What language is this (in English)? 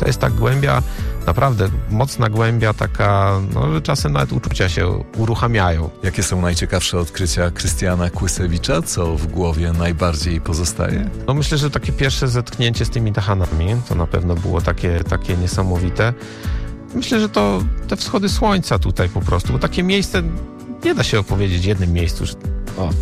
Polish